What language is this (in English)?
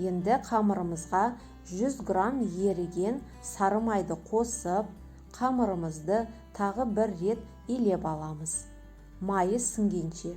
Kazakh